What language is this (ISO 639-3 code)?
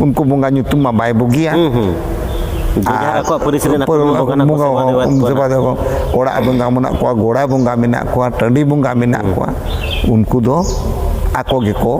sat